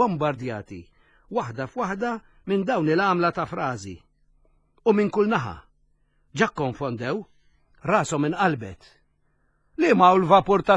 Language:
Maltese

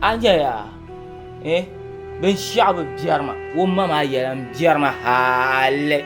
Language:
Dagbani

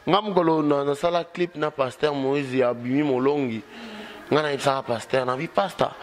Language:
Lingala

